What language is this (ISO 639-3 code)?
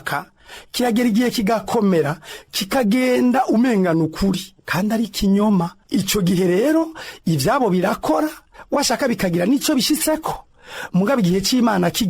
run